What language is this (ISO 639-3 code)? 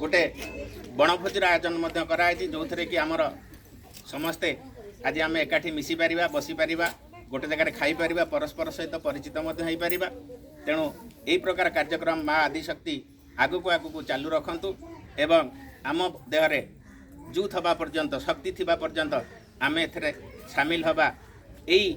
ori